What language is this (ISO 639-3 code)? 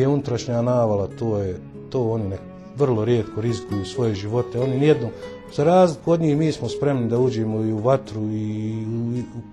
bos